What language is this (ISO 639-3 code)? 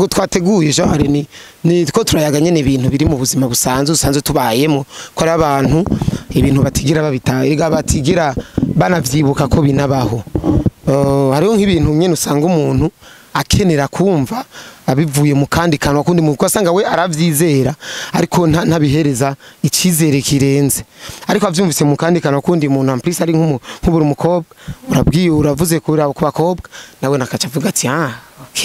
run